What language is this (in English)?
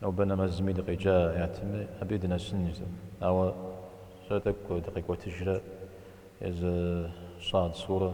Kabardian